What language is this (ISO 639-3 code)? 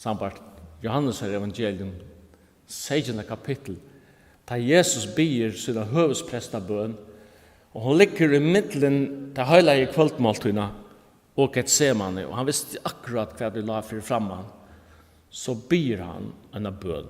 fao